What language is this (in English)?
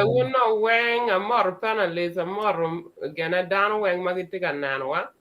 Acoli